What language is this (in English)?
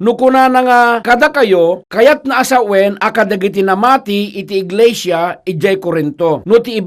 Iloko